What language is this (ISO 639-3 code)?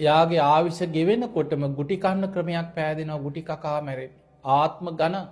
sin